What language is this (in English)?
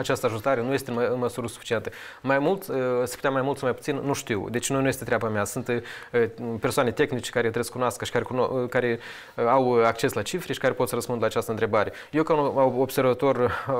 Romanian